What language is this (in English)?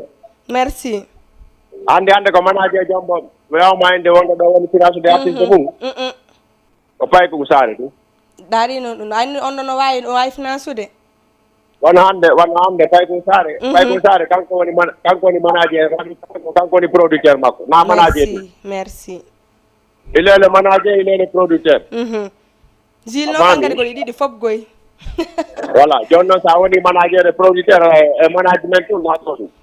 Fula